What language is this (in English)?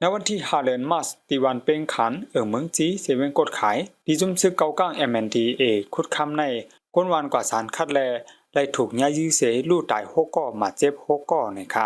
Shan